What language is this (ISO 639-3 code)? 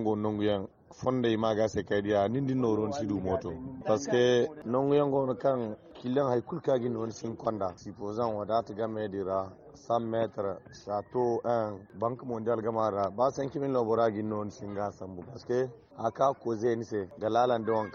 dje